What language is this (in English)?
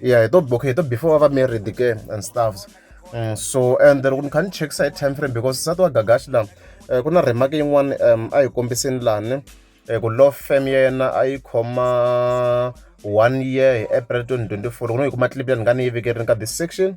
Tsonga